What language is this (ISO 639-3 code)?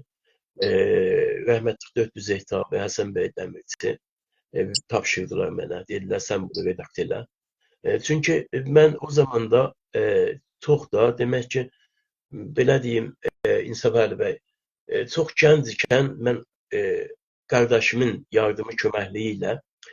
azb